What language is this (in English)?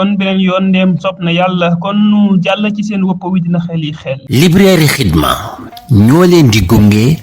Wolof